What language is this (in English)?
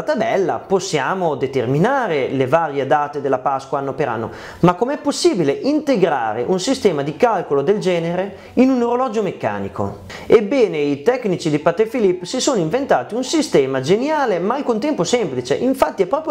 Italian